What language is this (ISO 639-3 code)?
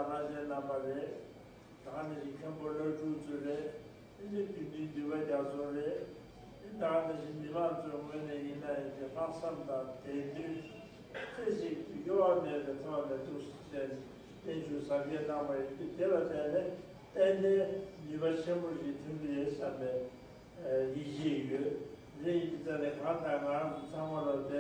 bod